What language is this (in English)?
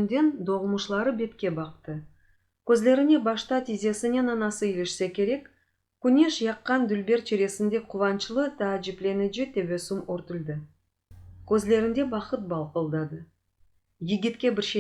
Crimean Tatar